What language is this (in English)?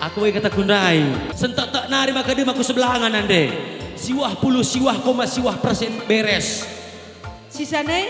Batak Karo